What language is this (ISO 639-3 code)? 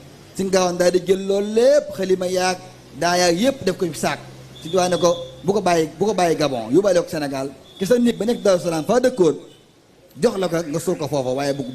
wol